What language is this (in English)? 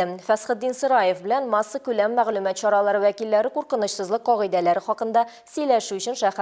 Tatar